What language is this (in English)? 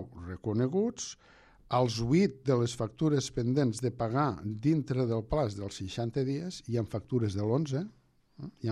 Catalan